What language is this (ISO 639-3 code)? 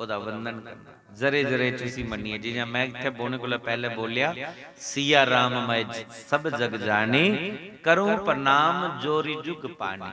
doi